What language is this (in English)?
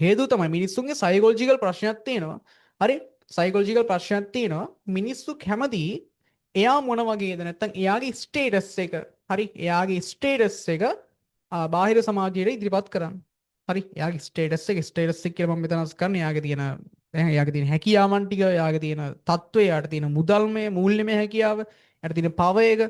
Sinhala